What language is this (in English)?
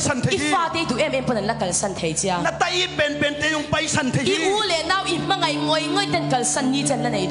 Tedim Chin